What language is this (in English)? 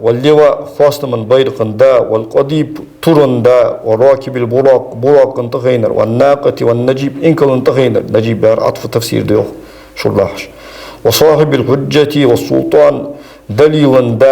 Ingush